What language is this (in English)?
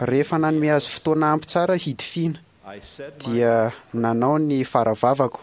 Malagasy